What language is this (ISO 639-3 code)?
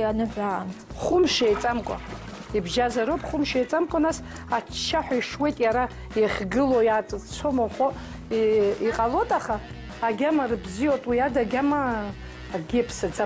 abk